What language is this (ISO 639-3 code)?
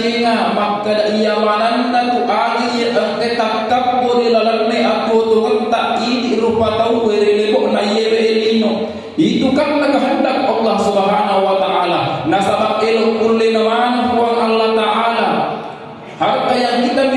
bug